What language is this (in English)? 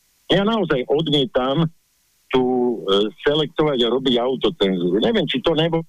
Slovak